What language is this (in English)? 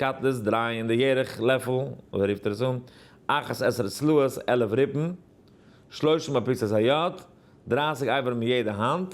Yiddish